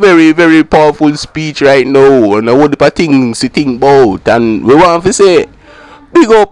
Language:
Jamaican Creole English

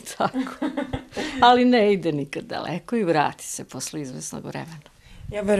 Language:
Serbian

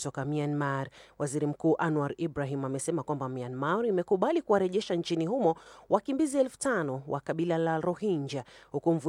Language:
Swahili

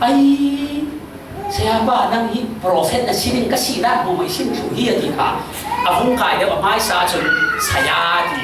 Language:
Falam Chin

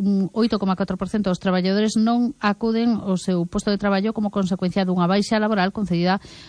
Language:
Galician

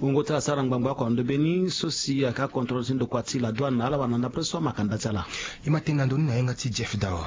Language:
Sango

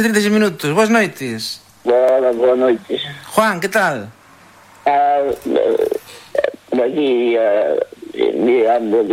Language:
Galician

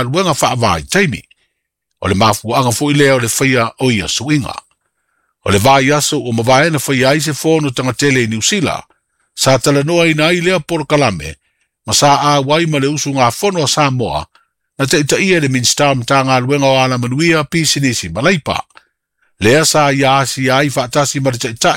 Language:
Samoan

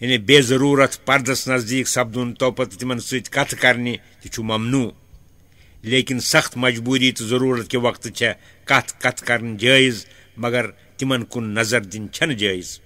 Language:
Kashmiri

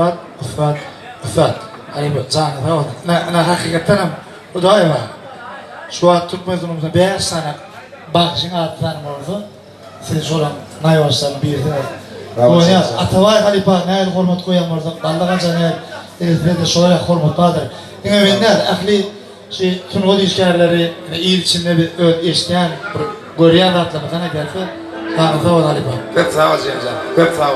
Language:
Turkmen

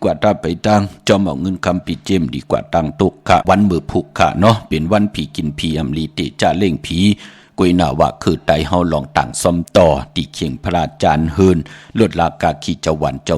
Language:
Shan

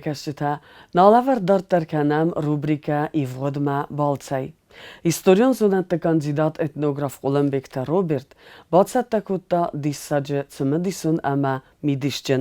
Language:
Ossetic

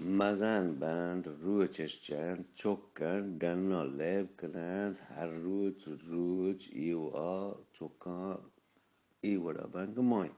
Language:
Eastern Balochi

